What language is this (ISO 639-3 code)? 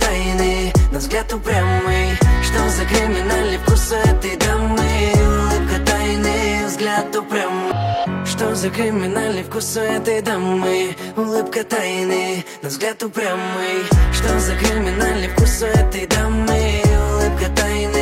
rus